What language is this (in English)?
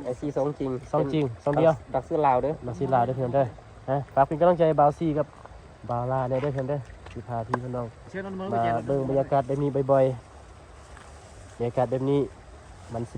Lao